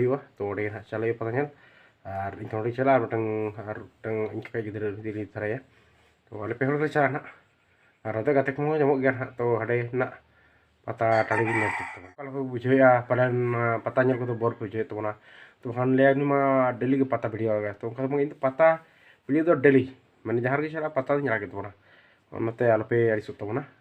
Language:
Santali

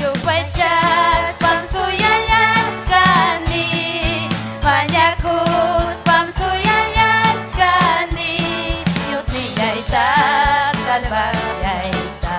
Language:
Ayacucho Quechua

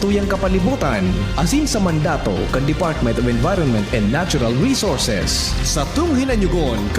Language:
Bikol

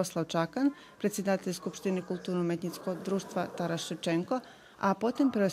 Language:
Rusyn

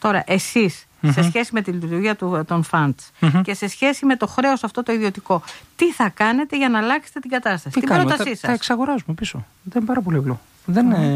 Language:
Greek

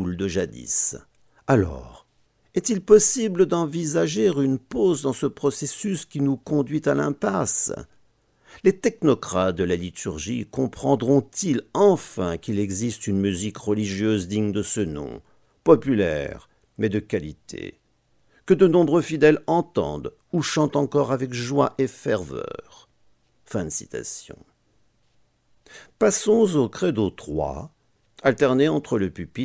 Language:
French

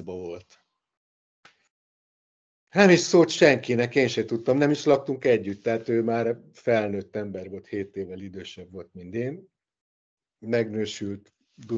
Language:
Hungarian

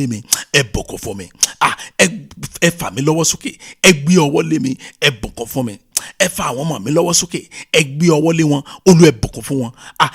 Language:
Yoruba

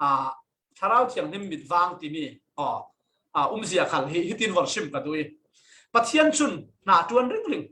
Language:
Falam Chin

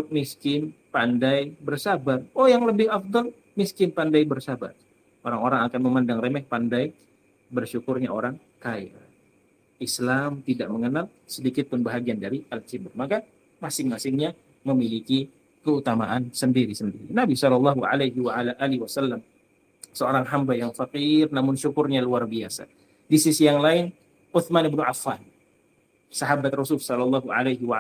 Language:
Indonesian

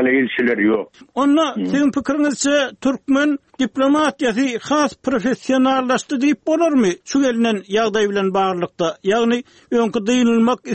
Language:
Turkmen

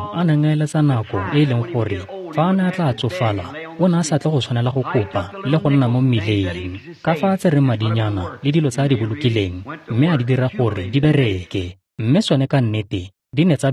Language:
Tswana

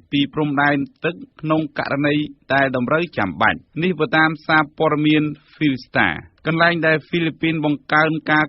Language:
Khmer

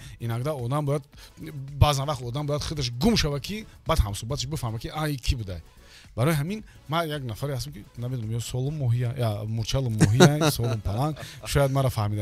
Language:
Tajik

